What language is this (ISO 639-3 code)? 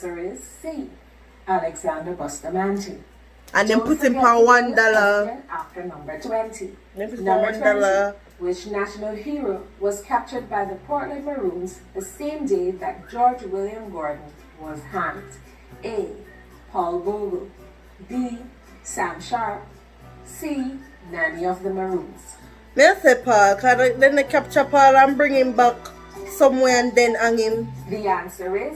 jam